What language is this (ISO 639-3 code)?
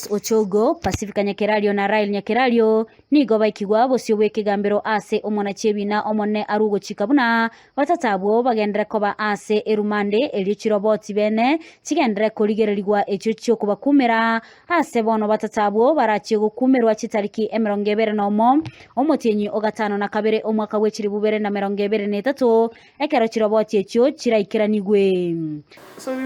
guz